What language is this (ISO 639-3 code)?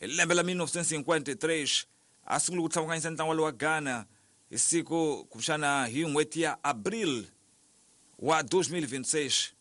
tso